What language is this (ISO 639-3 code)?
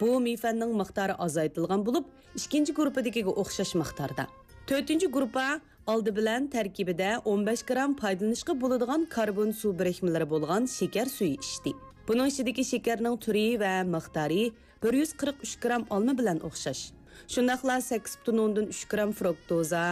uig